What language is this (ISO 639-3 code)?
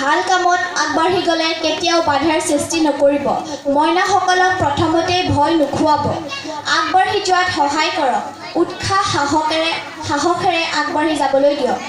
asm